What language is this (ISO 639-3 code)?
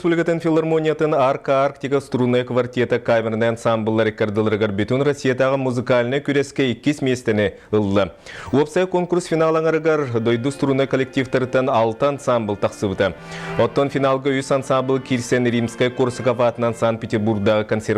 sah